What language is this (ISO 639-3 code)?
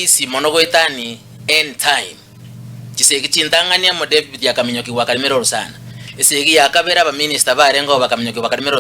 guz